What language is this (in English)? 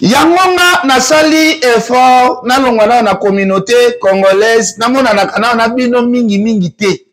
Lingala